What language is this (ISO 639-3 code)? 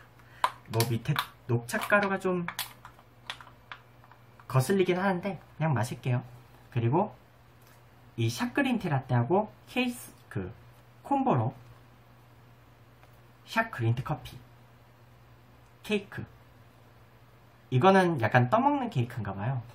kor